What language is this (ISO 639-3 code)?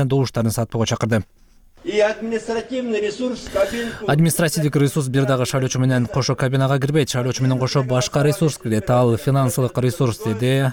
kir